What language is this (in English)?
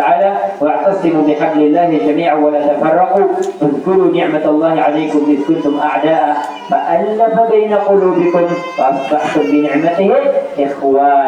Maranao